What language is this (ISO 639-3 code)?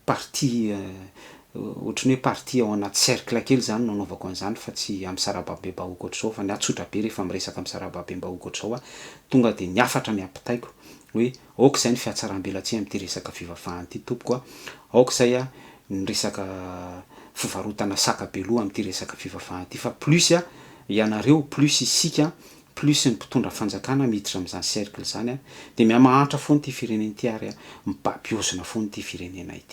mlg